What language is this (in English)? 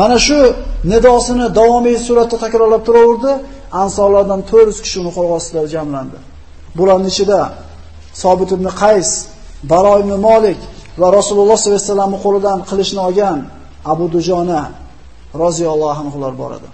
Uzbek